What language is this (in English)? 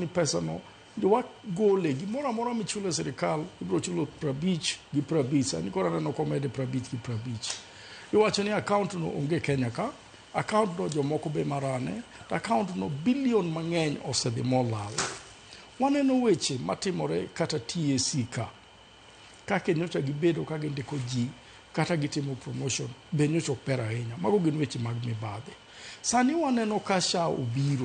Luo (Kenya and Tanzania)